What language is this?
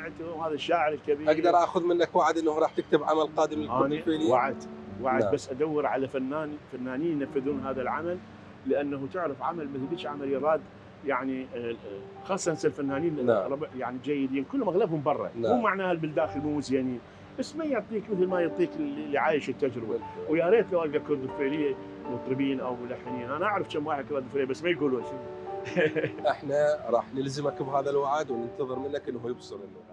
Mesopotamian Arabic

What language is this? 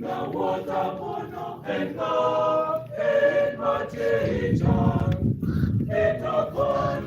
Acoli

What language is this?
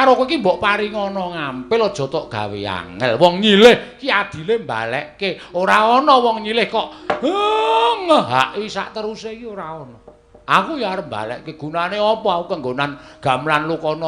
Javanese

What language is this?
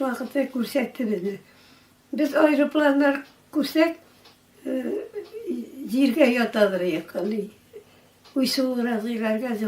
Tatar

